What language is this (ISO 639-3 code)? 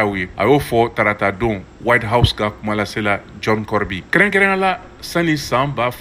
bam